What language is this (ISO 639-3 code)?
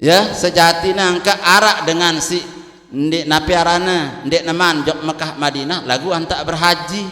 sas